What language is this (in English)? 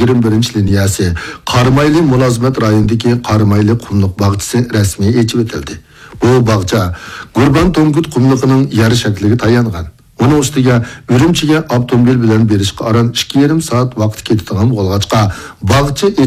Uyghur